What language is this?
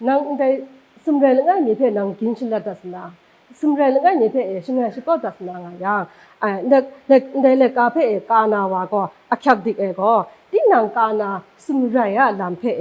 Kachin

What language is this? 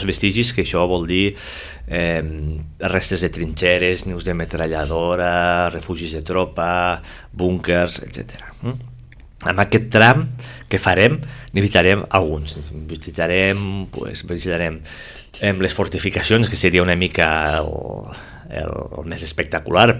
Catalan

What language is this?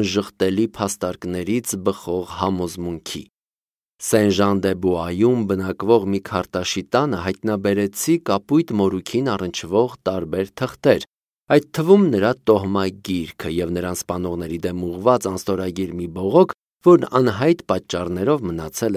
Armenian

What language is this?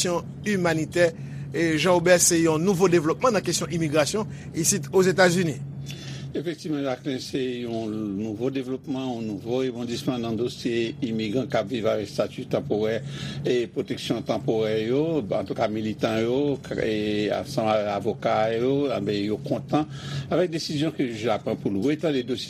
Haitian Creole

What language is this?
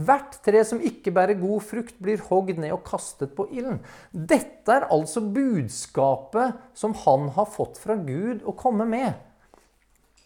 Norwegian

